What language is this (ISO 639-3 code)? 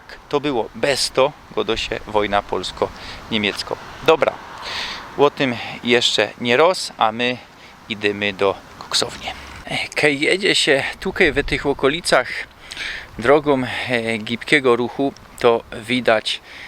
szl